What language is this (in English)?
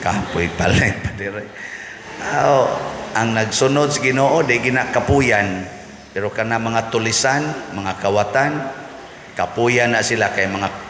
Cebuano